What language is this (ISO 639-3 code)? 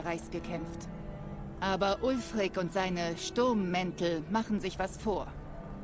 gsw